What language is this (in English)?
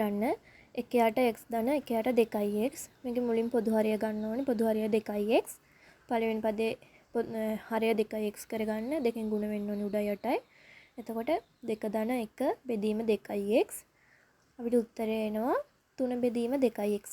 Sinhala